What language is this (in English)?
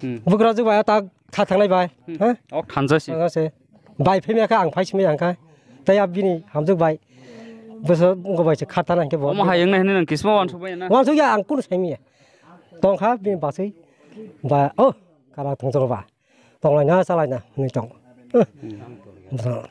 Kok Borok